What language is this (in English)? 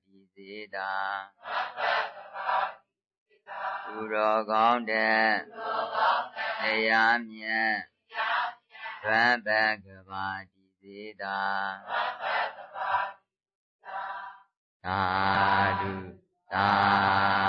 Burmese